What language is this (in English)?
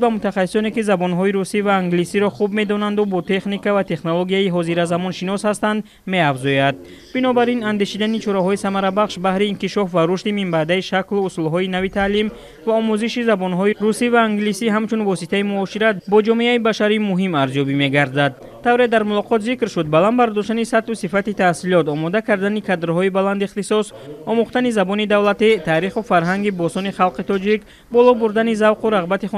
Tajik